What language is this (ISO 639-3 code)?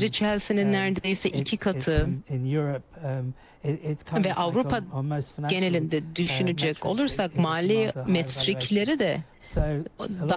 tur